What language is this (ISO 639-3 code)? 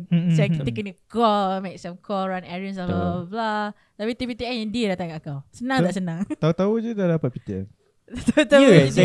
msa